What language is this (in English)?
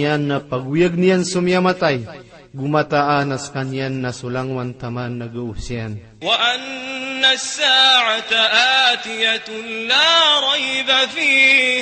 Maranao